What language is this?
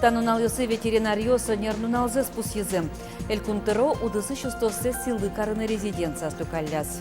Udmurt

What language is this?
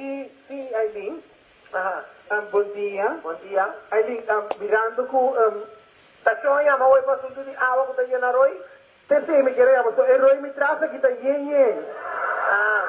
Papiamento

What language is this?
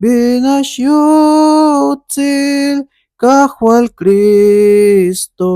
Tzeltal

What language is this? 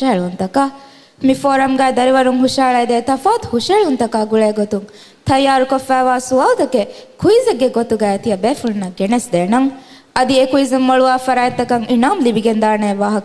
Divehi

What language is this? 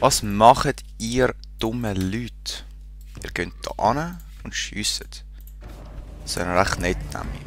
Swiss German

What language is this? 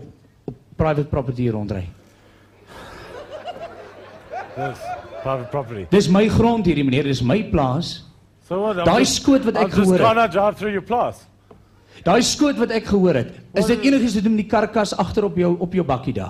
Afrikaans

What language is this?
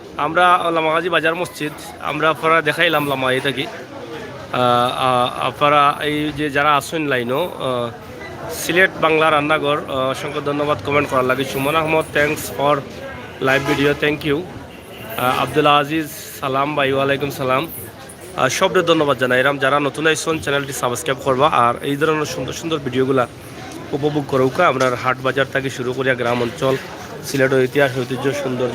Sylheti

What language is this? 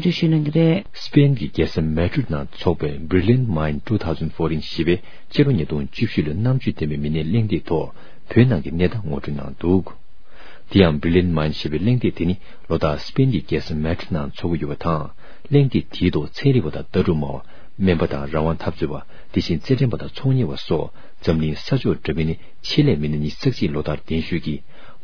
Tibetan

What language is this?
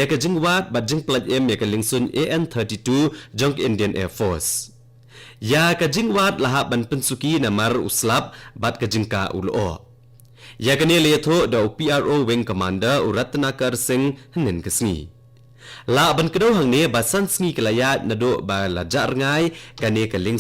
Khasi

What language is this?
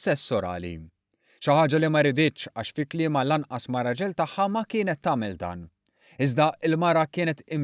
Maltese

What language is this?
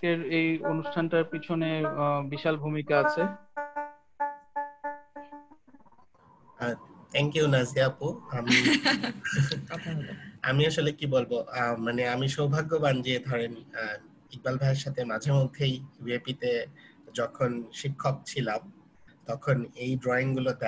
Bangla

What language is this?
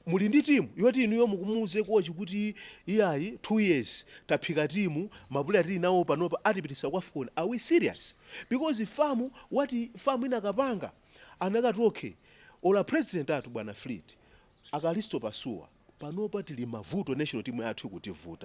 Nyanja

